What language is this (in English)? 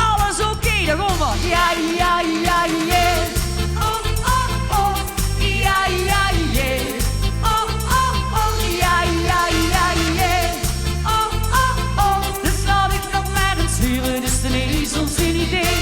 Limburgish